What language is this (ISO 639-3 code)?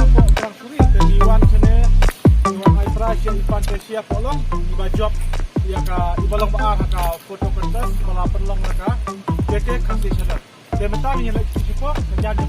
kha